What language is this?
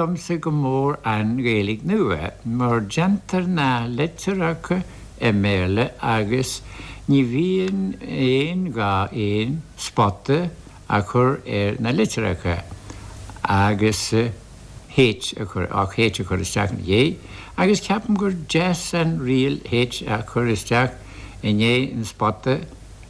Irish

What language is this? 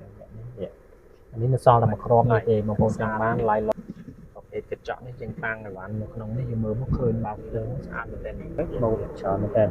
Khmer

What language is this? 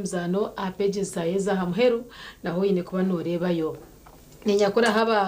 Nyankole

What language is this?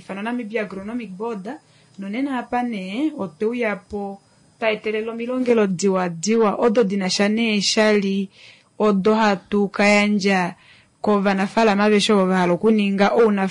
Kuanyama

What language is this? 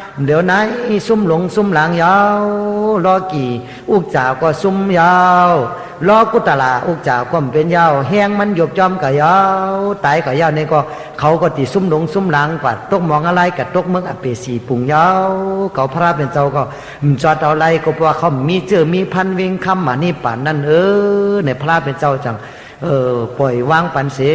Shan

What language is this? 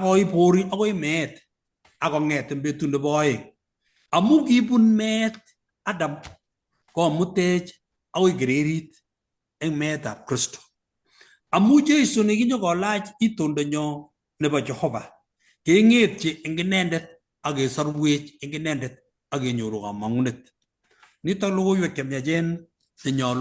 Kalenjin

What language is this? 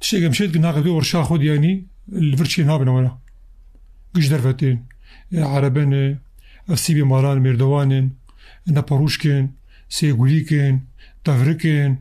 Kurdish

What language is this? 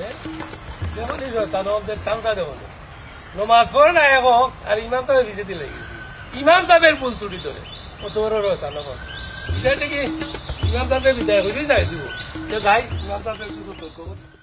Sylheti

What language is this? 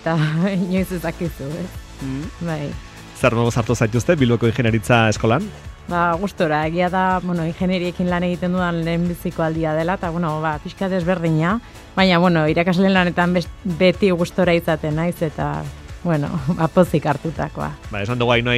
Basque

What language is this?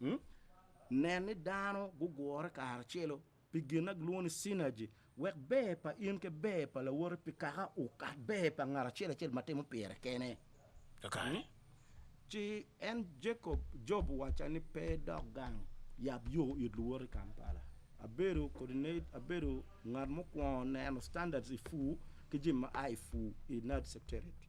Acoli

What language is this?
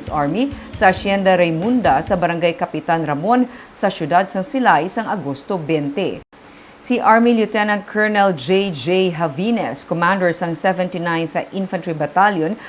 Hiligaynon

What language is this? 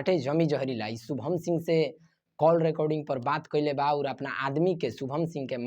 Bhojpuri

